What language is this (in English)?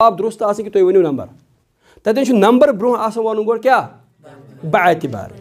Kashmiri